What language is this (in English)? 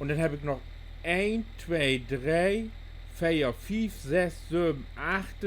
Low German